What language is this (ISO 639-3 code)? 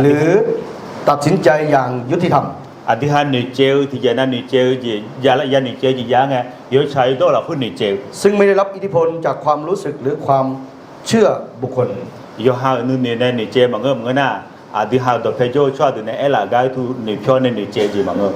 ahk